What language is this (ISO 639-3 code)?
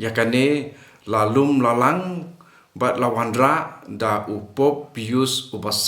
kha